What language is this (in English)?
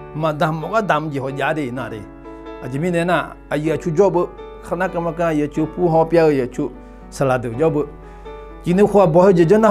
Akha